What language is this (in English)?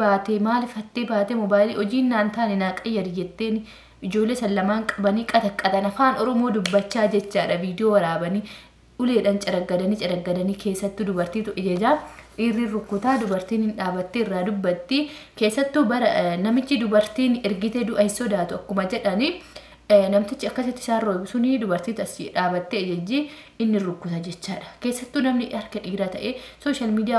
Oromo